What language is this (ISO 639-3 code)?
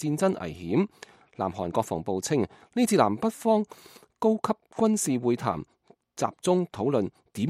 yue